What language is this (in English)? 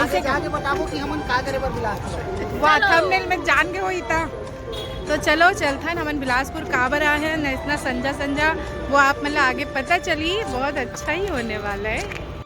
Chhattisgarhi